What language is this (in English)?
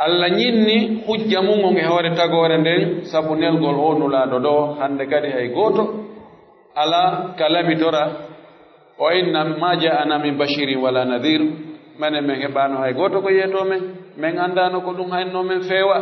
Pular